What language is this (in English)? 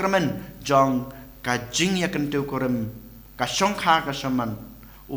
Khasi